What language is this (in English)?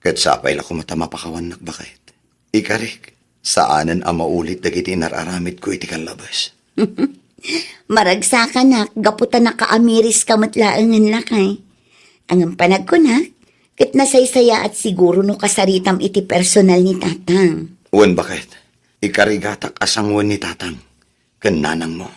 Iloko